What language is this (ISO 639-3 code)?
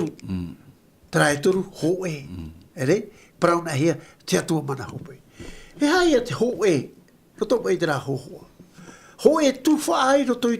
tah